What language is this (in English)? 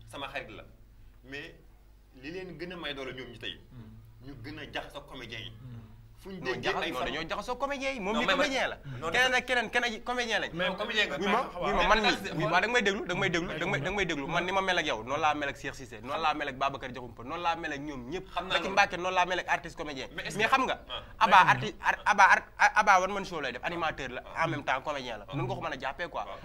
Wolof